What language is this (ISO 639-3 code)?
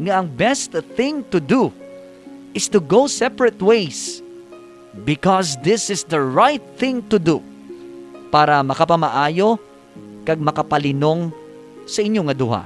hil